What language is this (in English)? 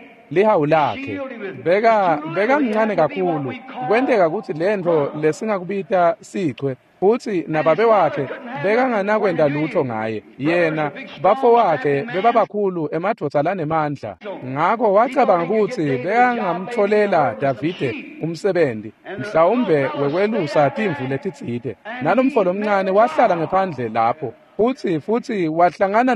Swati